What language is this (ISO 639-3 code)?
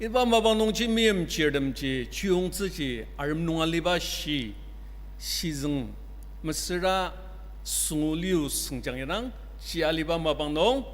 njo